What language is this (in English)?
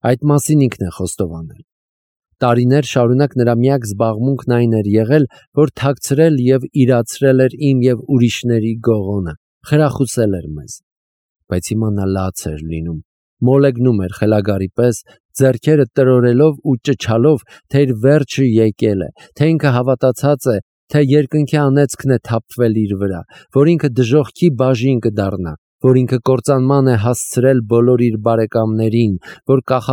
Armenian